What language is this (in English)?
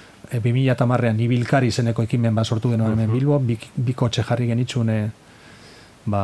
Basque